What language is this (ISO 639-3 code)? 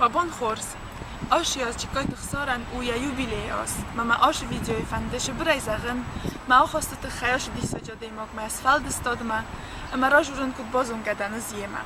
oss